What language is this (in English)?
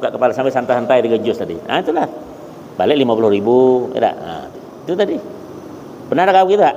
Banjar